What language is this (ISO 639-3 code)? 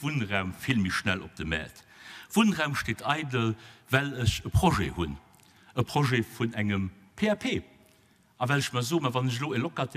ltz